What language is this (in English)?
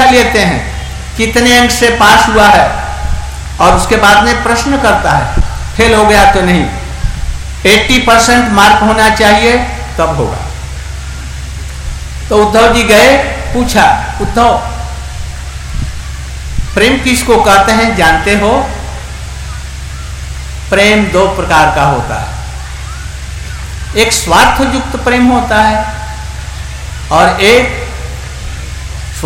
Hindi